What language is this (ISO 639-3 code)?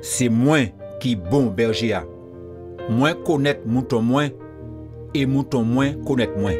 gcf